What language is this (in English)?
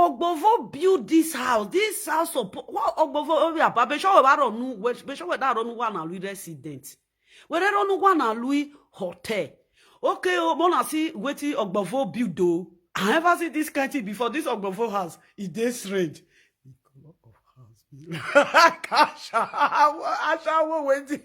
Nigerian Pidgin